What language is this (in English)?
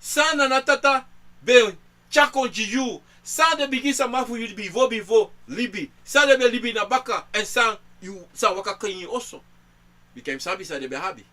Sranan Tongo